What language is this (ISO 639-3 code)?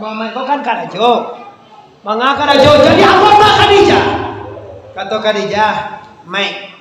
min